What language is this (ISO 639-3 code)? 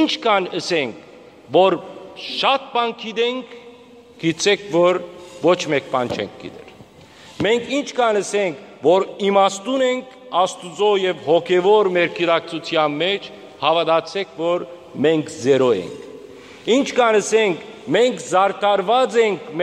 hyw